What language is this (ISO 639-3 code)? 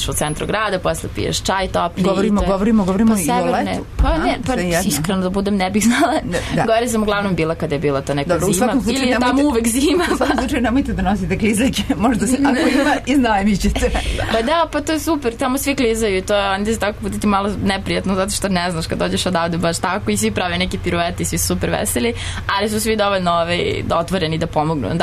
srp